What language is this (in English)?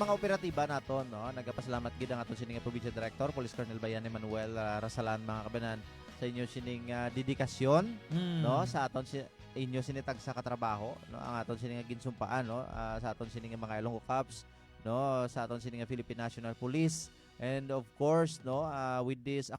Hiligaynon